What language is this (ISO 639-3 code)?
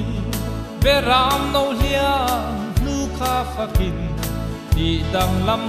lus